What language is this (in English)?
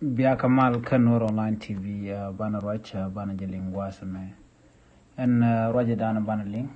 Nuer